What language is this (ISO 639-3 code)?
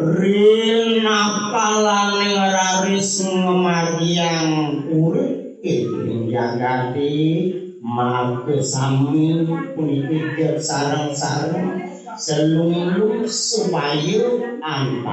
ban